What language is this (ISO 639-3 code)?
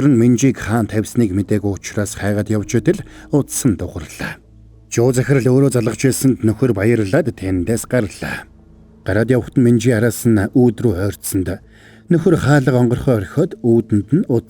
mon